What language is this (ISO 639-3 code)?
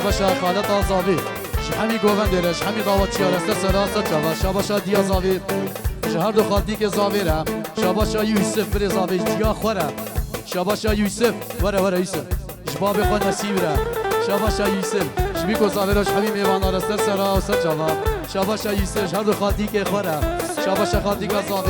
kur